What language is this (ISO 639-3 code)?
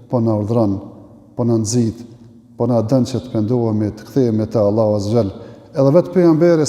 sqi